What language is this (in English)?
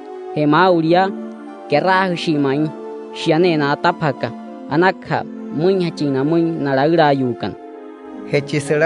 Wayuu